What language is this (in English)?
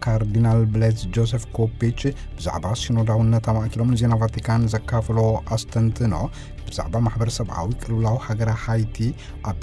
Tigrinya